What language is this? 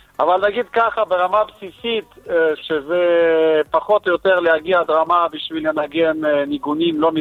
Hebrew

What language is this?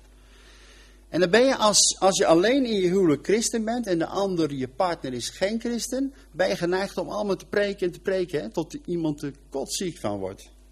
Dutch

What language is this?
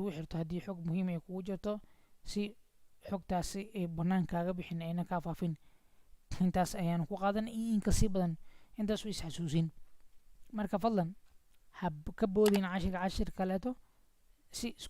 Somali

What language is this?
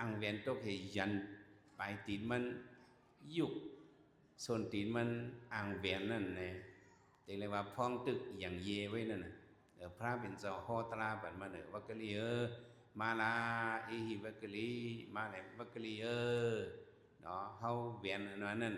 Shan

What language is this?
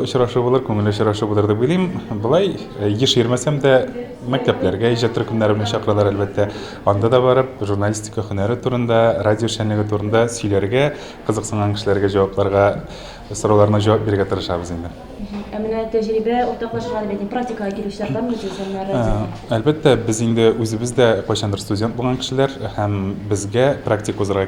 Tatar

